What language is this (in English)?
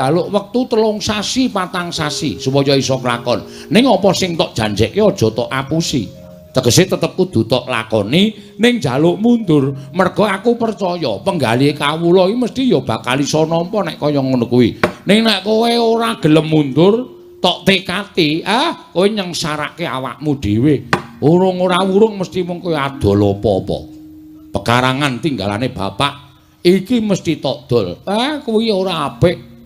Javanese